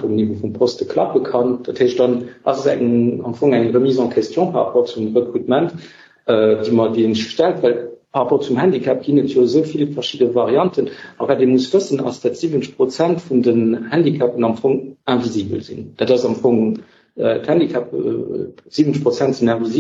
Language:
Luxembourgish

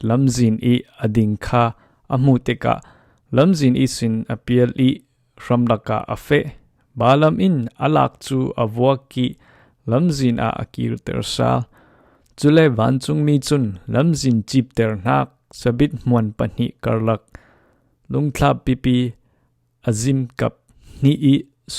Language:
Falam Chin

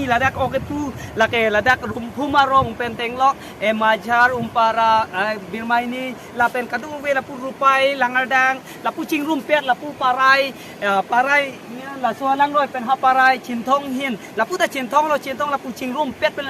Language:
Karbi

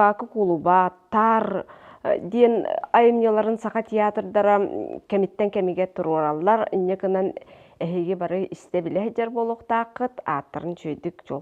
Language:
Yakut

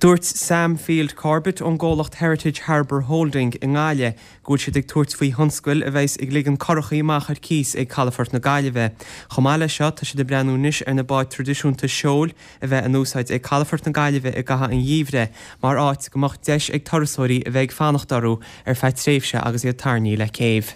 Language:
Irish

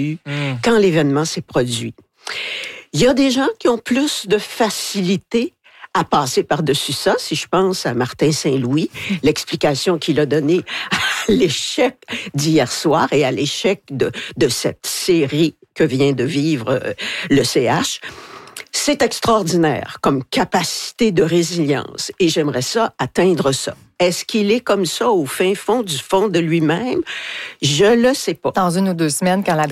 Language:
French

